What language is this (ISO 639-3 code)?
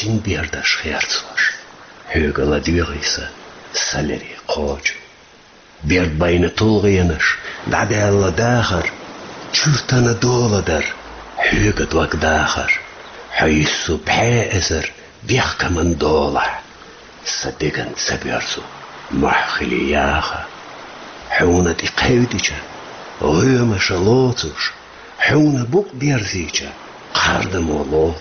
che